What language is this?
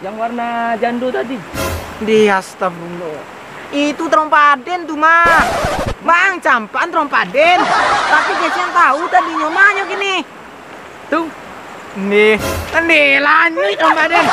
Minangkabau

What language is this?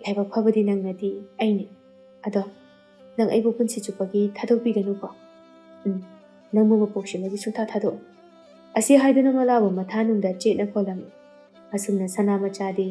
Manipuri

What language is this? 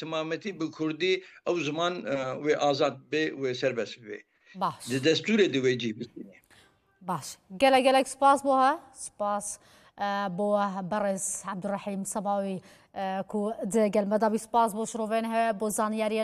Kurdish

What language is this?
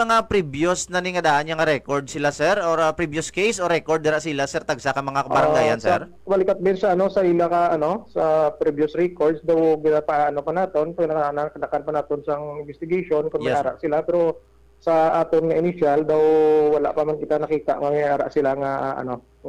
Hiligaynon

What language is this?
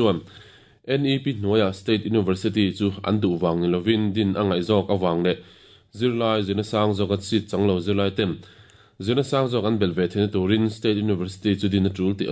Mizo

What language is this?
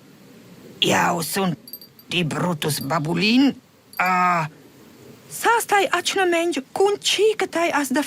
Romansh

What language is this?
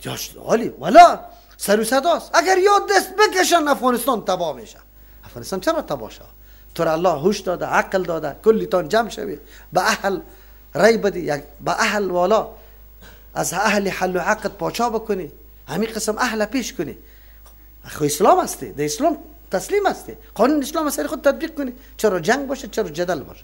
Persian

